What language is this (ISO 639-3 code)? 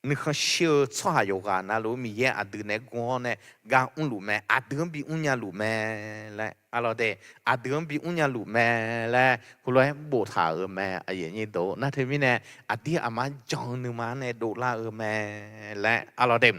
ahk